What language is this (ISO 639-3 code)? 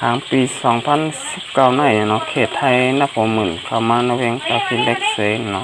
shn